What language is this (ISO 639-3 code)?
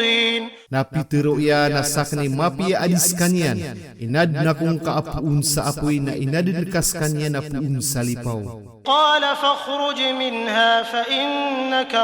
mrw